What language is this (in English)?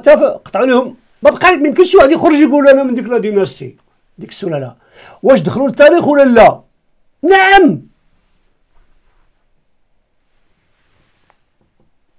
Moroccan Arabic